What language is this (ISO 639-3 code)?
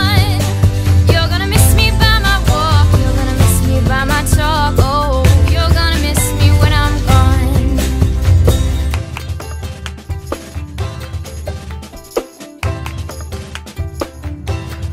eng